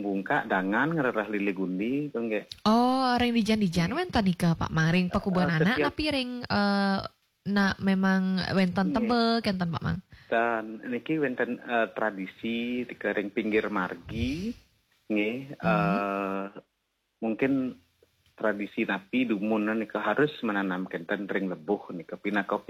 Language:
Balinese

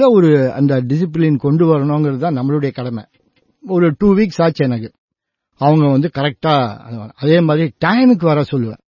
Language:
Tamil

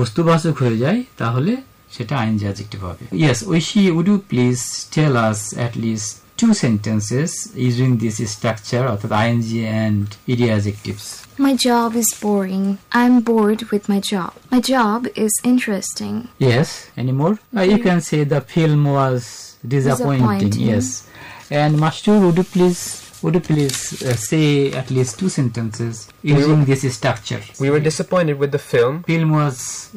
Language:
Bangla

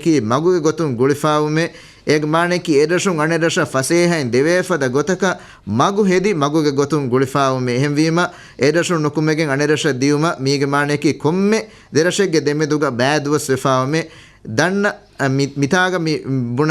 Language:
Divehi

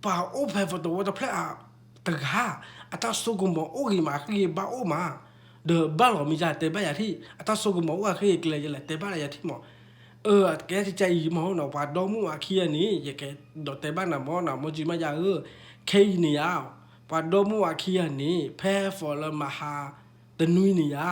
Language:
S'gaw Karen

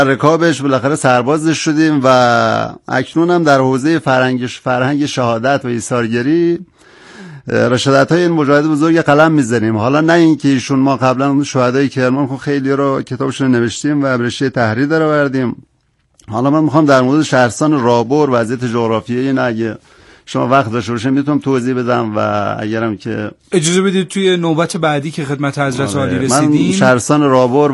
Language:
Persian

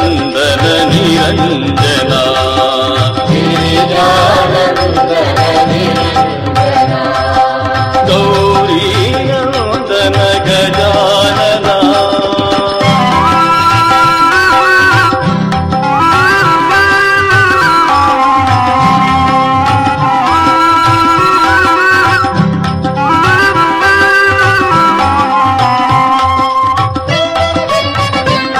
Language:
Kannada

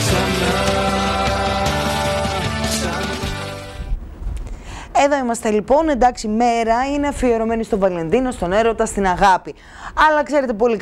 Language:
Greek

